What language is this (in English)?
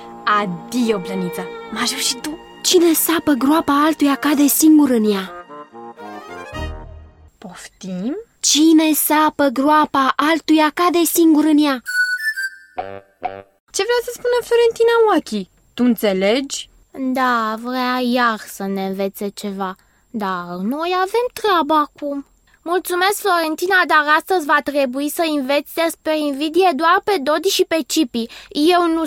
Romanian